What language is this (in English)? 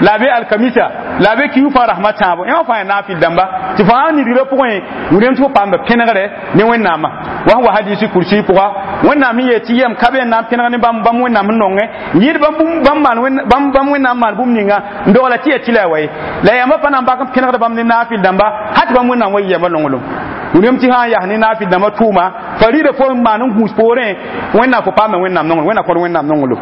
Mossi